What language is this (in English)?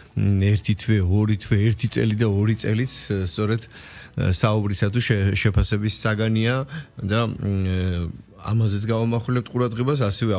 Georgian